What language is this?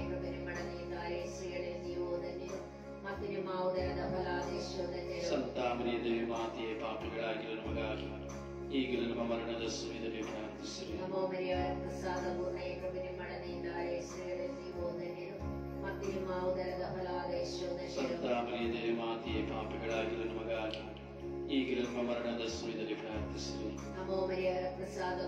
Kannada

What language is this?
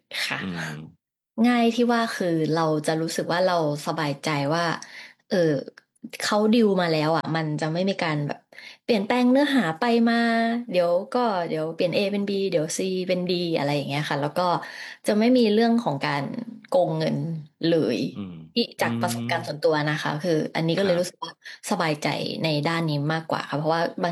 Thai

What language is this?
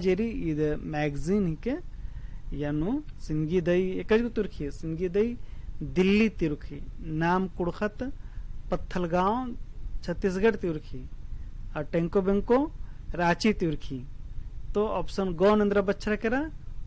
Kurukh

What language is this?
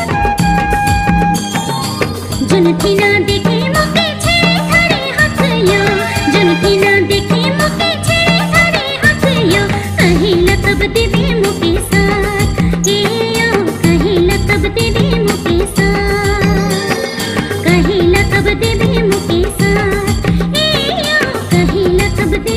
Sadri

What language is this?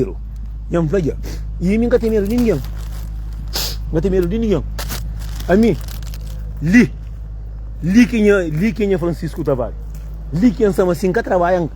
Kabuverdianu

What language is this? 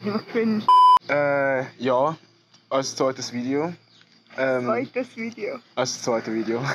Swiss German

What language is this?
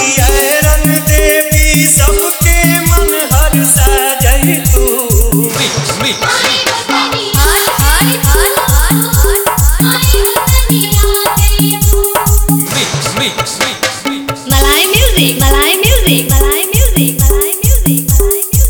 Bhojpuri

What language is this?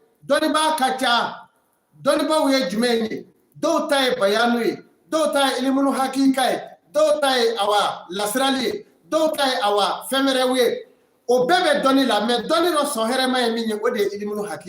Bambara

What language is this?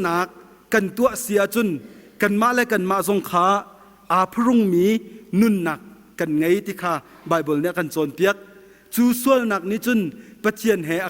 Hakha Chin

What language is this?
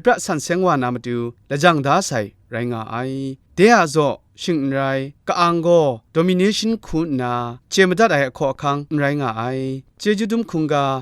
Kachin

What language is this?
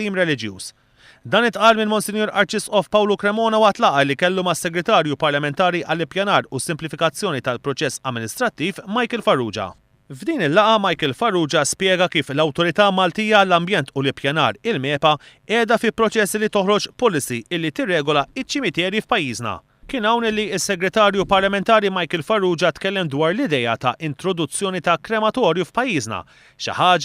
Maltese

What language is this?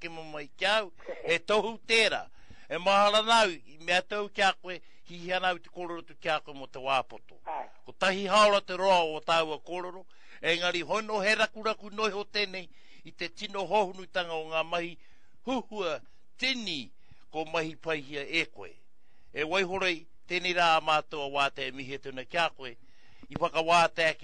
Māori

